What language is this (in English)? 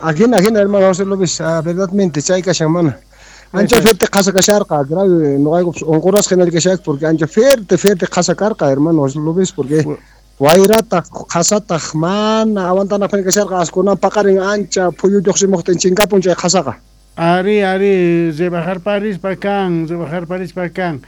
Quechua